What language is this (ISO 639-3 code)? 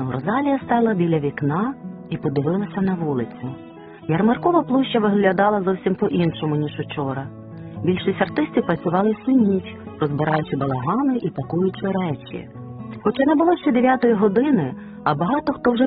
ukr